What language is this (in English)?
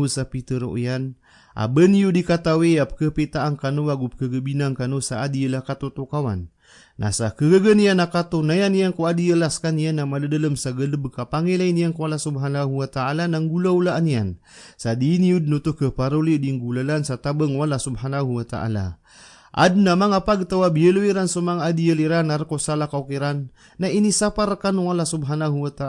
Maranao